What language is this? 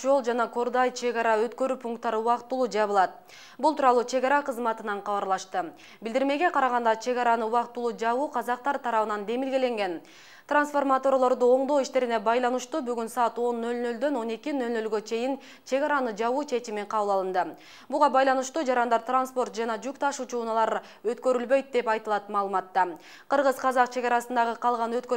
Kyrgyz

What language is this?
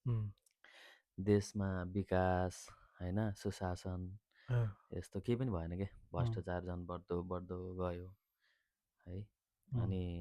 Nepali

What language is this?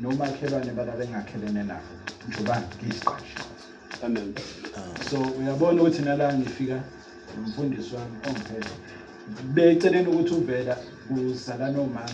Zulu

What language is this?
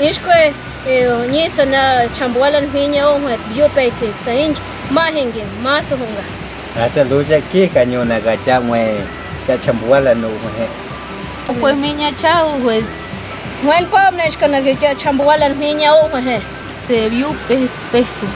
Páez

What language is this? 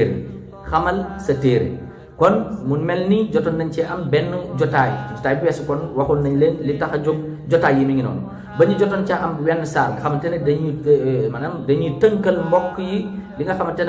Wolof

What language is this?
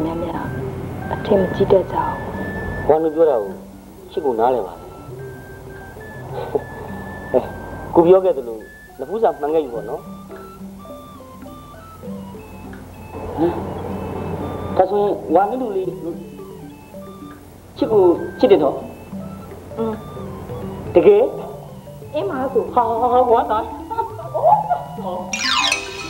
Burmese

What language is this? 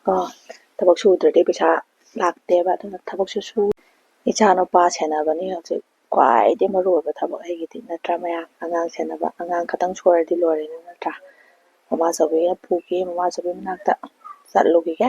Manipuri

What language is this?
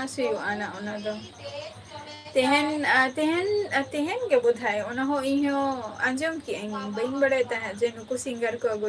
Santali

